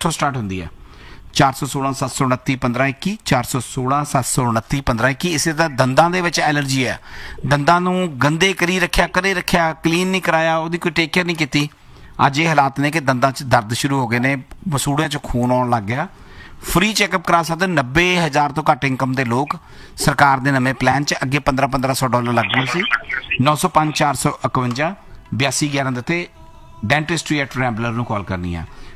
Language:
Punjabi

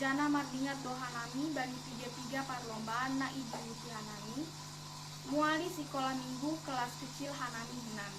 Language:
Batak Simalungun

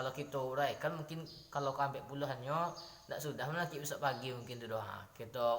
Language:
Minangkabau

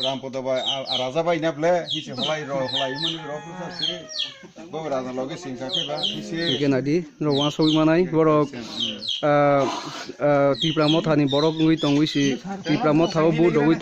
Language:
Kok Borok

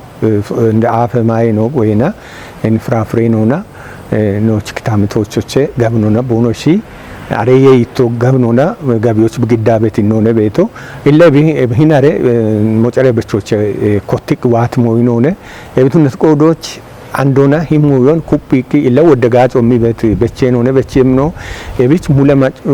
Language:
Kafa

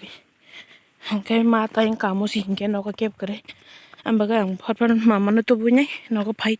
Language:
Kok Borok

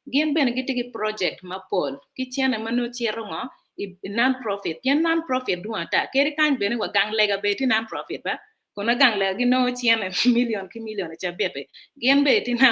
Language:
Acoli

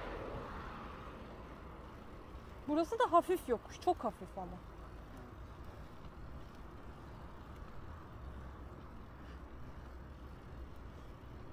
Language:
Turkish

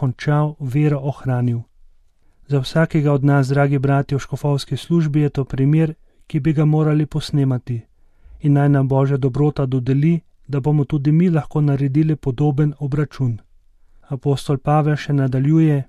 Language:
Slovenian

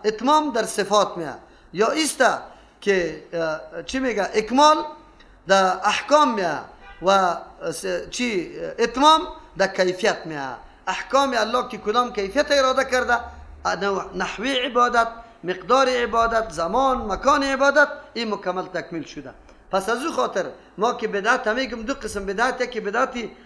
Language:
Persian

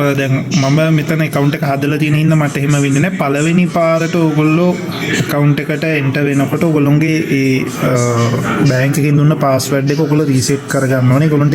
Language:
Sinhala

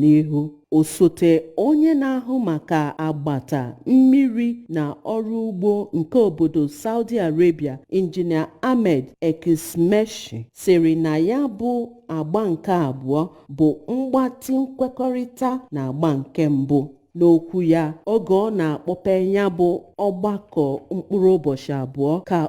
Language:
Igbo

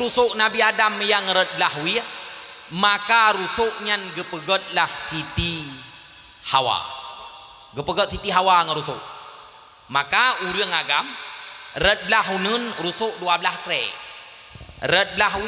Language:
Achinese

